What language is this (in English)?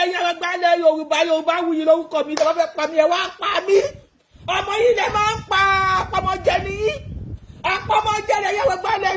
Yoruba